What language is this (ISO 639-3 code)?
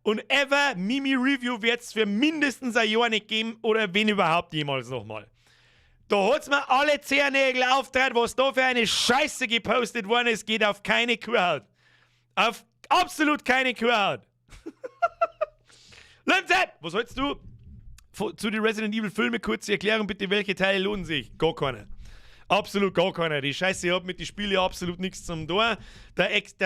bar